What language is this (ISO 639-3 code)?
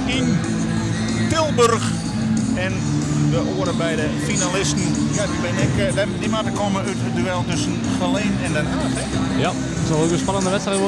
fry